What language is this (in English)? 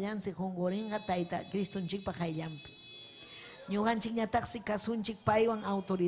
Ayacucho Quechua